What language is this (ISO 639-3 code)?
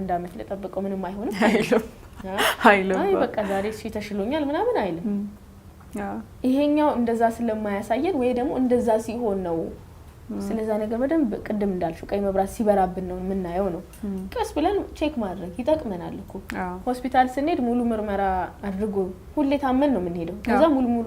amh